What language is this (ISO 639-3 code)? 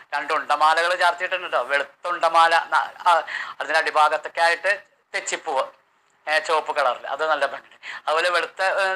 mal